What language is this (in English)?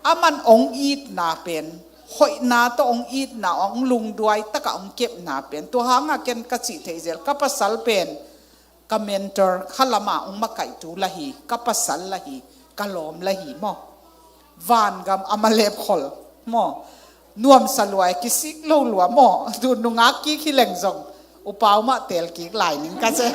Tedim Chin